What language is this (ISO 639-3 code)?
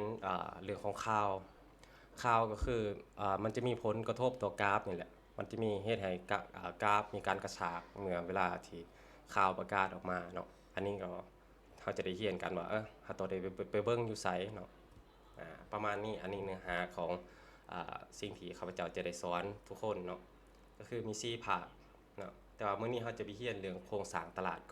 lao